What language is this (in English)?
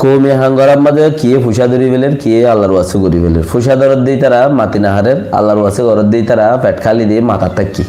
Rohingya